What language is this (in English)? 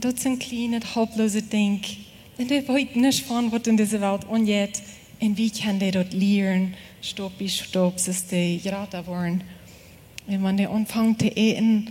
Plautdietsch